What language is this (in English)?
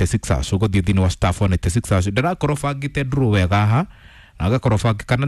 Kikuyu